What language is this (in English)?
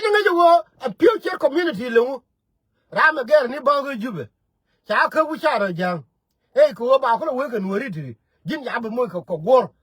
Nuer